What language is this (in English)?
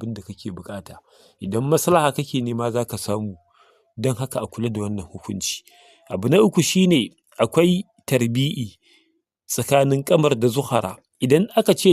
Hausa